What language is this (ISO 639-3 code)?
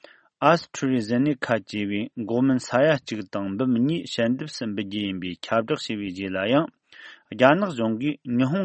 bod